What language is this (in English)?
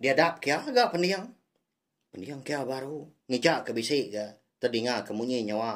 Iban